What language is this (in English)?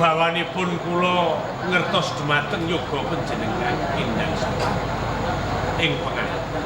Javanese